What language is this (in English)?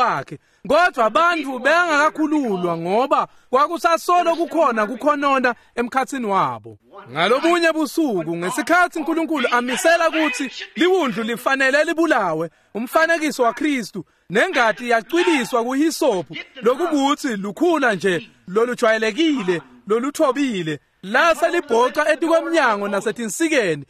Swati